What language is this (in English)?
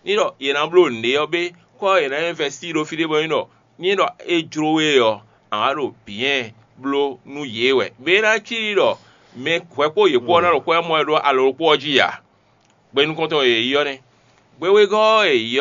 Fon